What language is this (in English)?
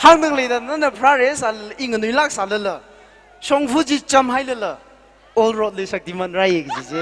Tangkhul Naga (India)